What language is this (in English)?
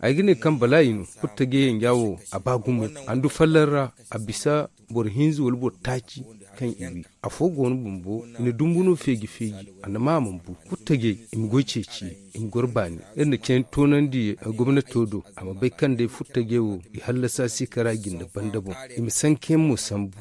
Zarma